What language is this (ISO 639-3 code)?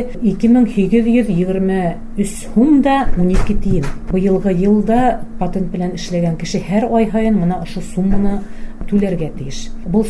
bak